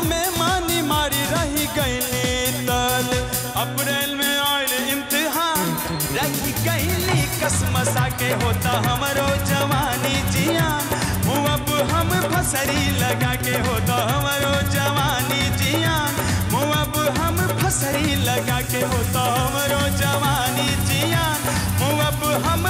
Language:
Bhojpuri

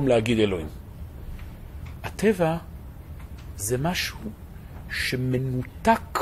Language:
Hebrew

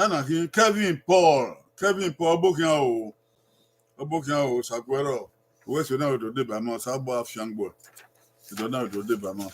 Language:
Bini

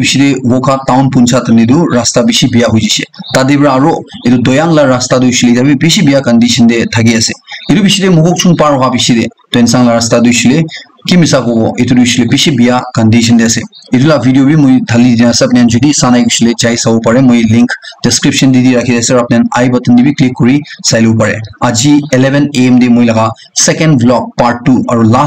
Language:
Naga Pidgin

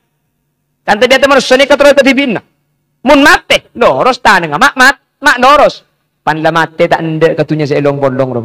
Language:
Madurese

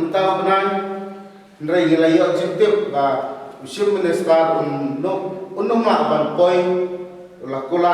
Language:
Khasi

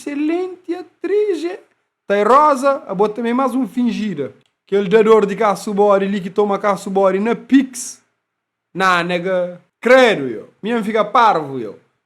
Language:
Kabuverdianu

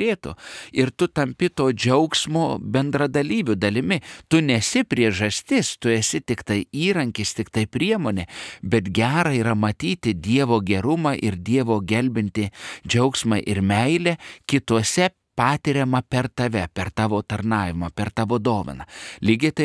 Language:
Lithuanian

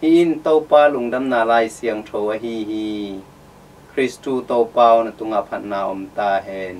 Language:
Tedim Chin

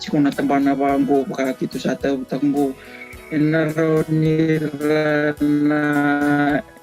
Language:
Fijian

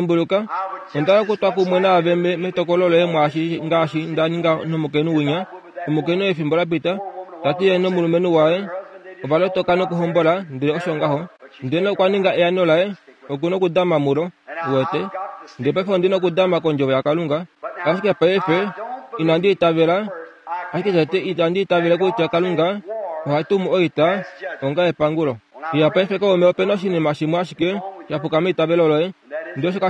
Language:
Kuanyama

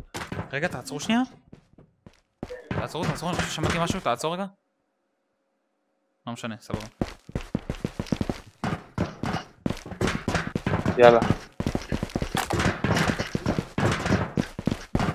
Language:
Hebrew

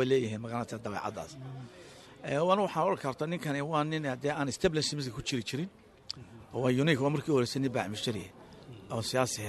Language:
Somali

